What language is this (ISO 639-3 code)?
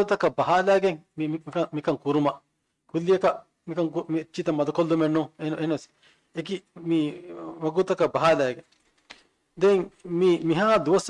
div